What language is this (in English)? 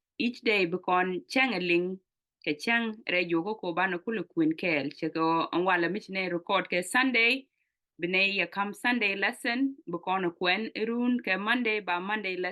Nuer